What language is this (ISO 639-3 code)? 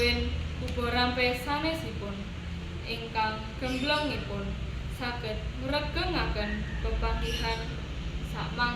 jav